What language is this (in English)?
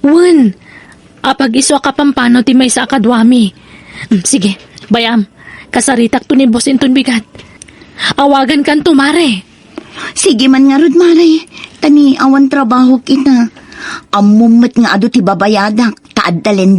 Iloko